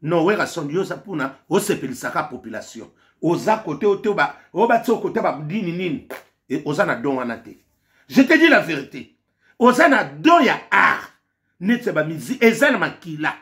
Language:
Lingala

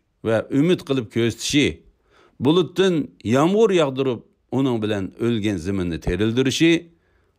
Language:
Uyghur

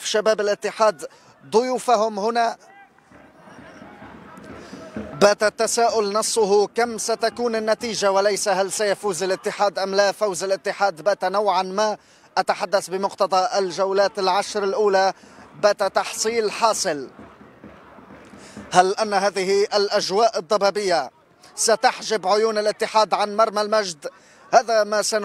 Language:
Arabic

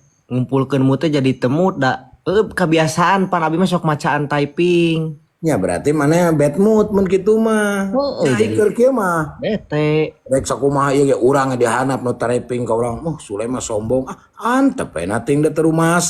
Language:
Sundanese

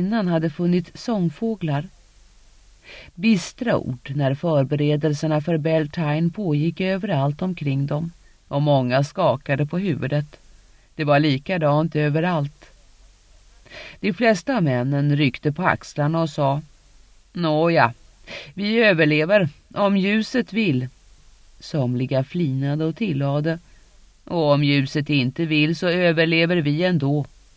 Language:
Swedish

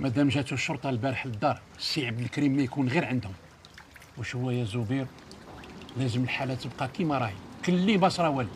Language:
Algerian Arabic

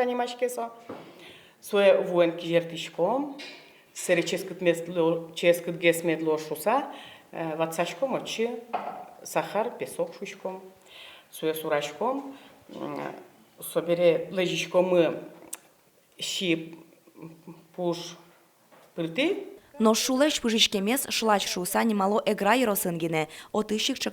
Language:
Udmurt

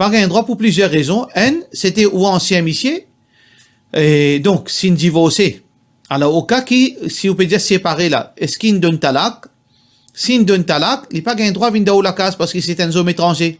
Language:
Morisyen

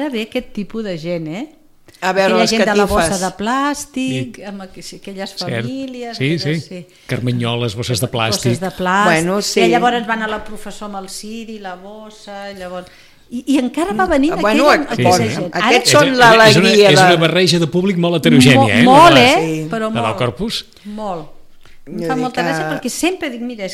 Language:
Catalan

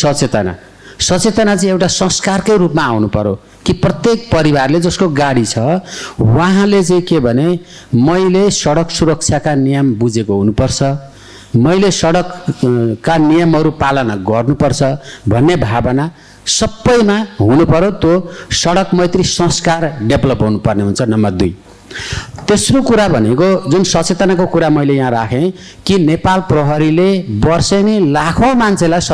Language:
Nepali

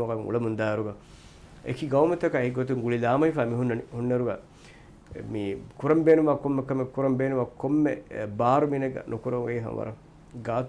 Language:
Divehi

